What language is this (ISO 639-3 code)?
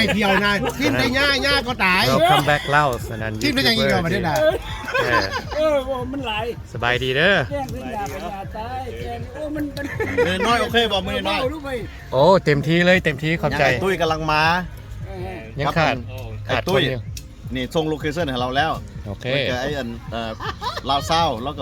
lao